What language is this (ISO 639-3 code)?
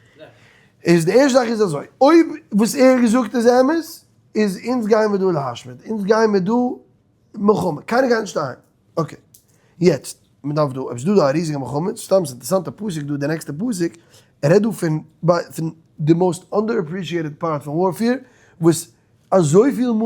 yid